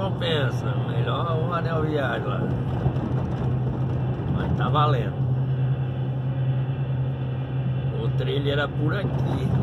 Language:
Portuguese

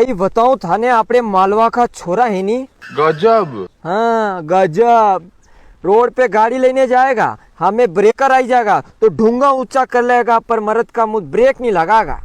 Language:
Rajasthani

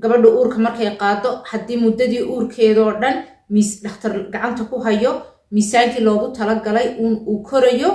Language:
Somali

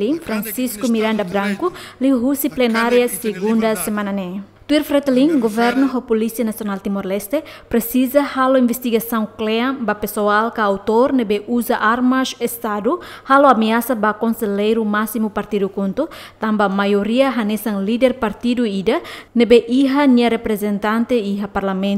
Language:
Tetum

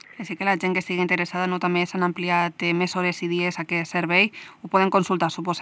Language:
Catalan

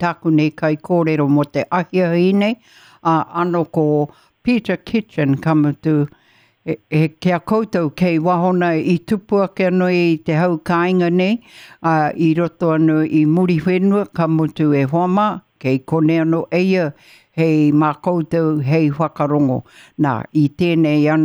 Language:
Māori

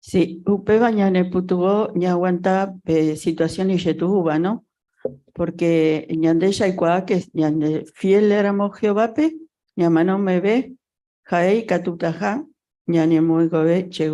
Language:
Guarani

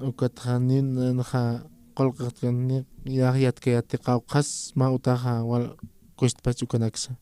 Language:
Aymara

